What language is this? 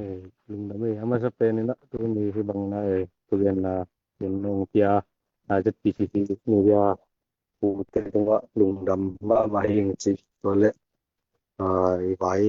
Tedim Chin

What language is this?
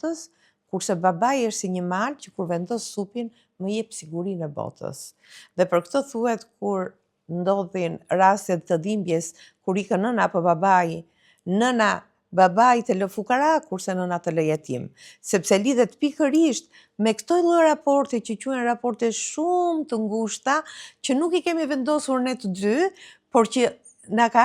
Albanian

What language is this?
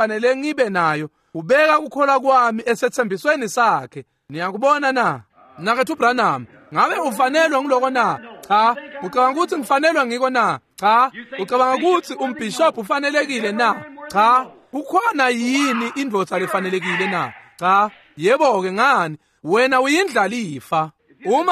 Swati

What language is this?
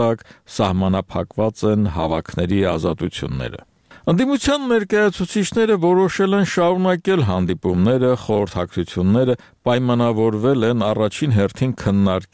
Armenian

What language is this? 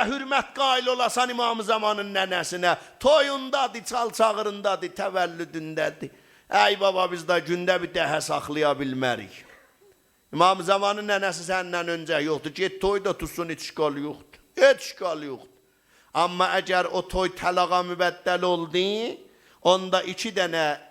South Azerbaijani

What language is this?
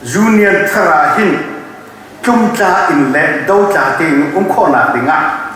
Hakha Chin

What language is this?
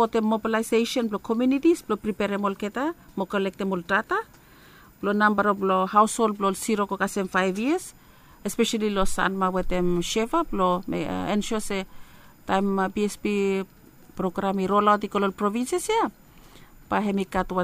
Bislama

